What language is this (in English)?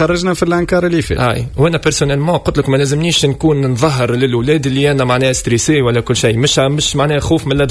Tunisian Arabic